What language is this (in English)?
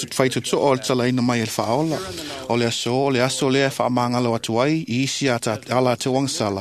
Samoan